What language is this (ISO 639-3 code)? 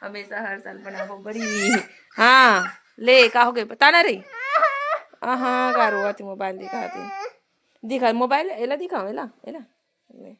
hne